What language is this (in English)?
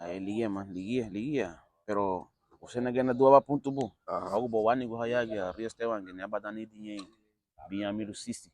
Garifuna